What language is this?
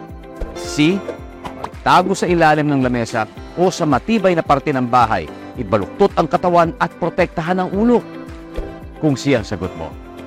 Filipino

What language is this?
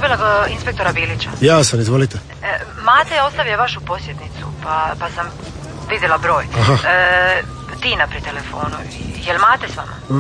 Croatian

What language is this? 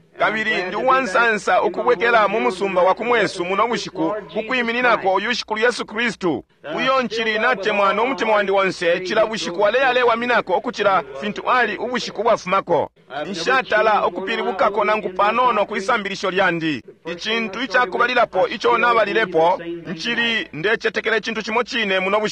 Bemba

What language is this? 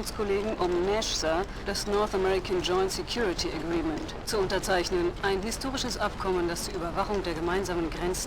Bavarian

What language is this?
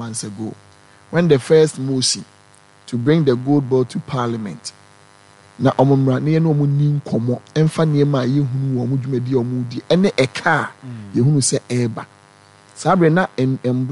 Akan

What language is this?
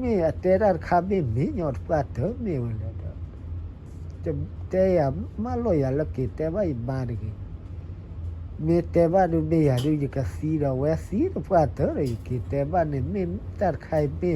S'gaw Karen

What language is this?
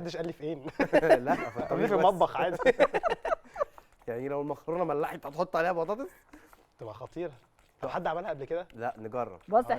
Egyptian Arabic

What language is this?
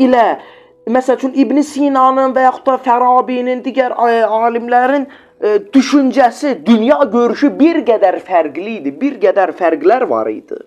Azerbaijani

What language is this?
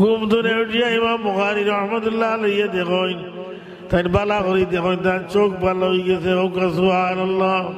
Sylheti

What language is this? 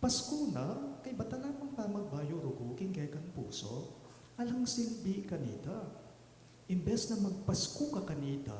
Pampanga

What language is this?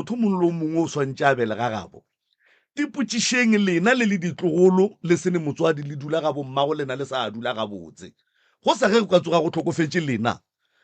Northern Sotho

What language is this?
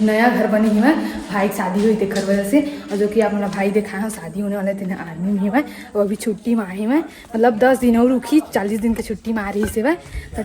Chhattisgarhi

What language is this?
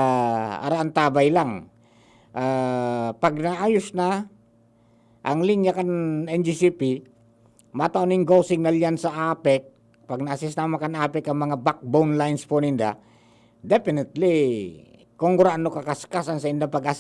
Bikol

